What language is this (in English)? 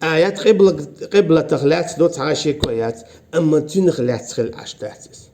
Chechen